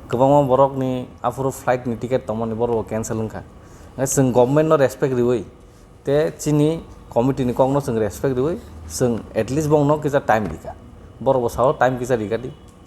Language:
Kok Borok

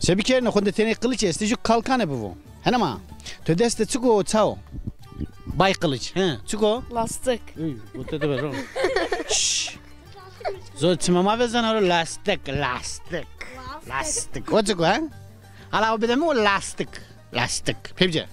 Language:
Zaza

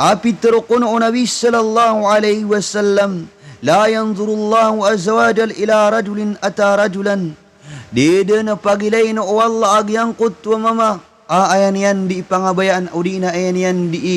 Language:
Maranao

